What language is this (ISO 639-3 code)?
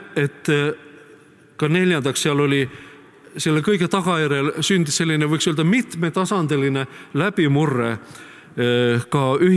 est